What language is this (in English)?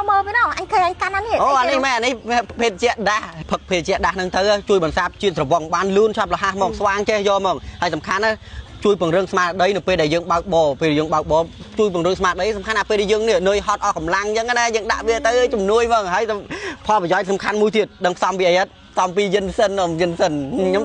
Khmer